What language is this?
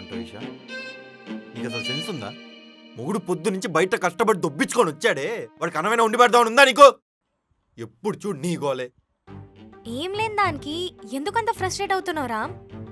Telugu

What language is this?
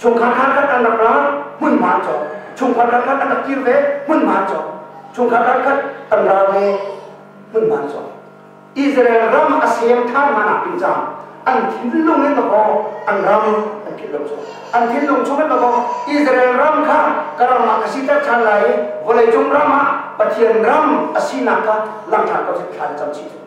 Hakha Chin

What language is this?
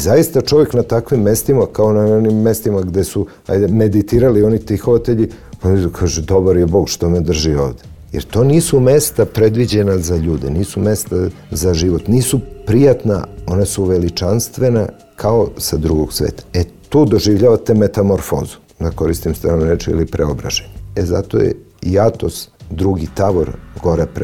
Serbian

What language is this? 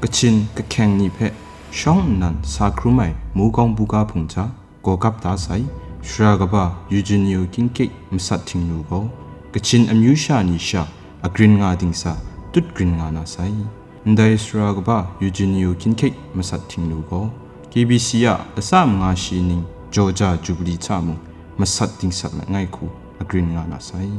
Kachin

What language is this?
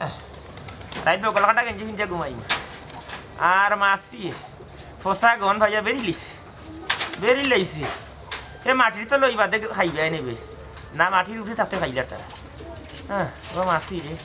Sylheti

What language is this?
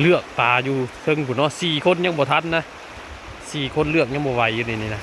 Northeastern Thai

